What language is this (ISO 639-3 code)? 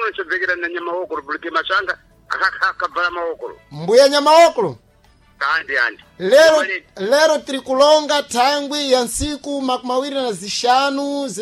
seh